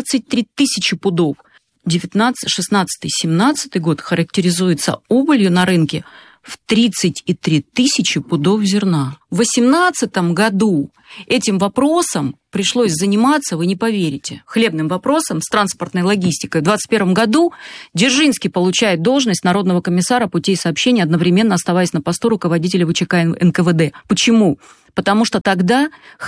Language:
Russian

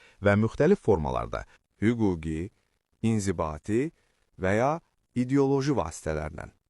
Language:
Azerbaijani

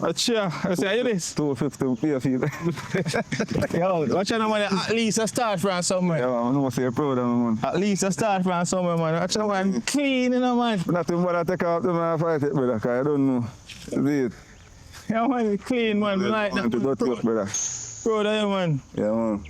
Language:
Jamaican Creole English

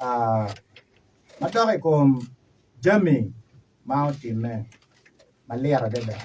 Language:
Acoli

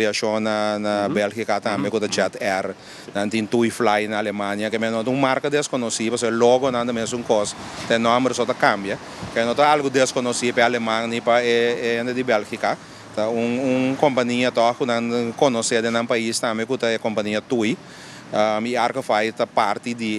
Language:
Papiamento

